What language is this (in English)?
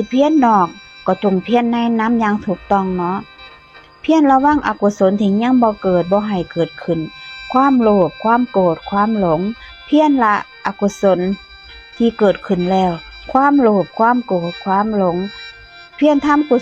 Lao